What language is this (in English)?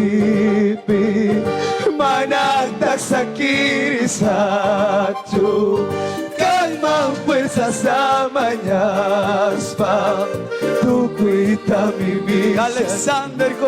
Quechua